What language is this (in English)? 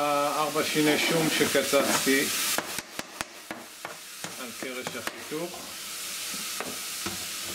Hebrew